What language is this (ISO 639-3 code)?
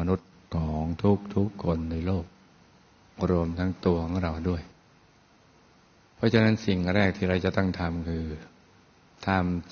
tha